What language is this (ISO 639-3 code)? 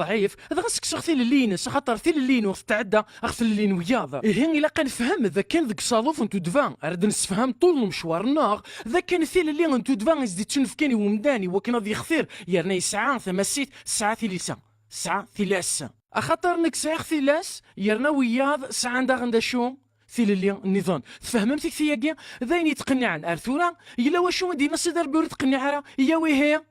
kab